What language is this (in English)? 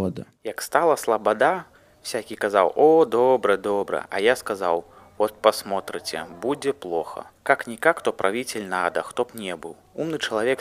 Belarusian